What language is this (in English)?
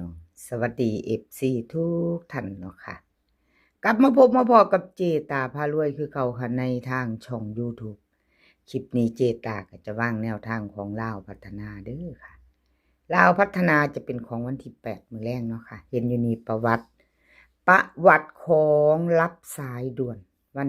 Northeastern Thai